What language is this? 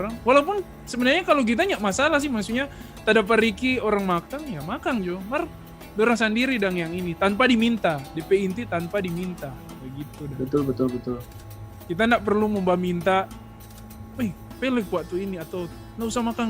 Manado Malay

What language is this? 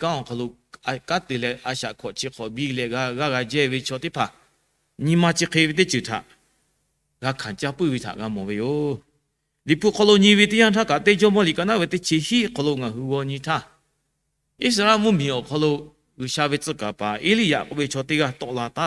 Lahu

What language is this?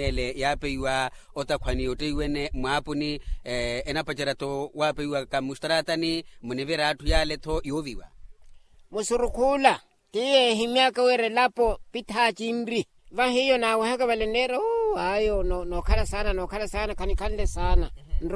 Makhuwa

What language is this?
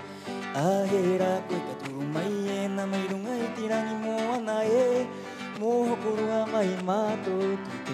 Rapanui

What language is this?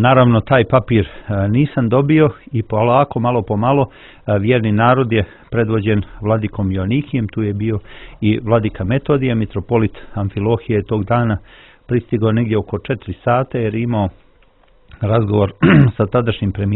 Serbian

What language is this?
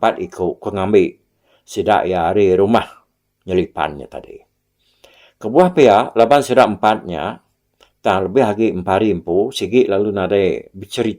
Iban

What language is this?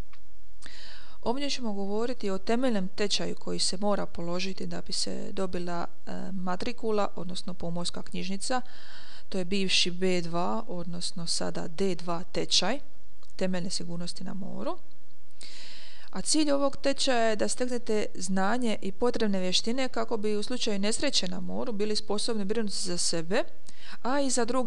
Croatian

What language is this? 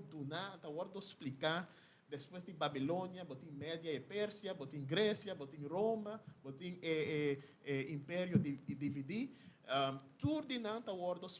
Papiamento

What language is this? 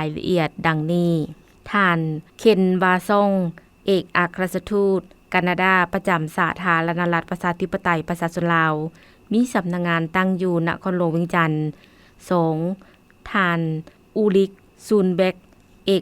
Lao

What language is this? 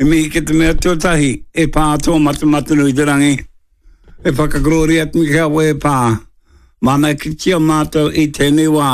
Māori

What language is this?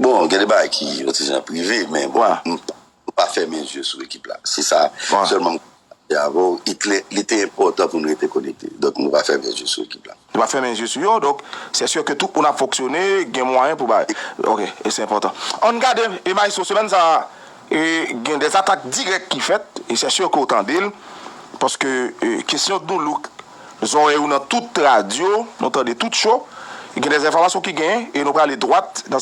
Haitian Creole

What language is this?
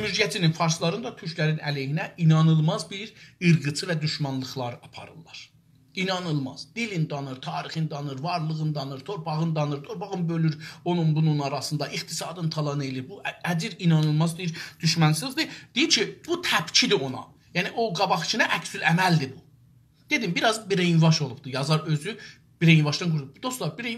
South Azerbaijani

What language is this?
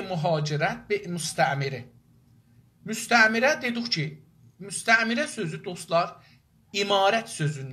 South Azerbaijani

